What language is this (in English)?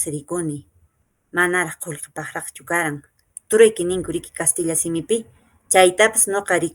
Quechua